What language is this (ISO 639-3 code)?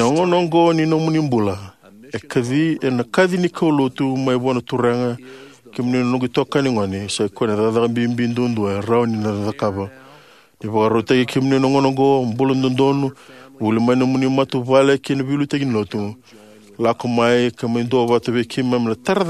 fij